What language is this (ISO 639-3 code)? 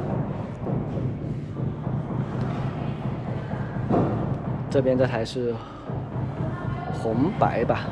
zho